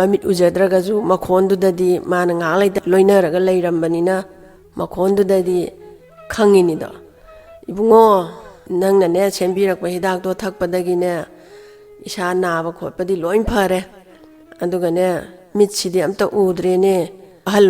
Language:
Manipuri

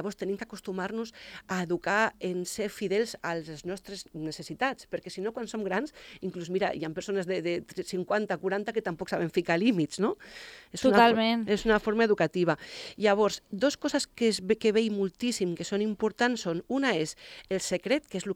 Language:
Catalan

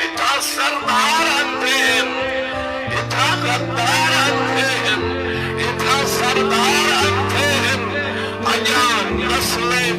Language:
Saraiki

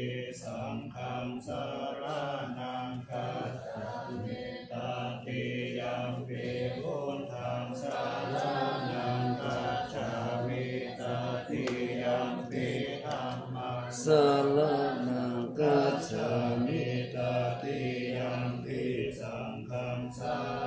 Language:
Pali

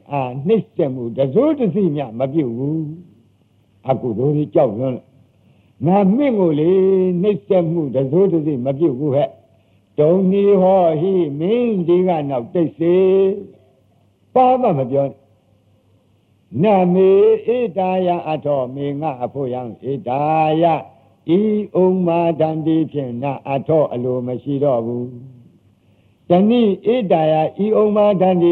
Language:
Burmese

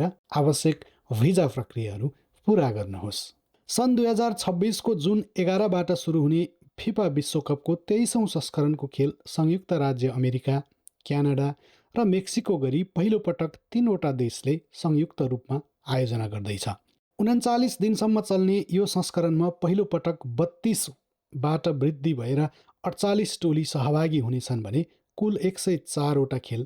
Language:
Nepali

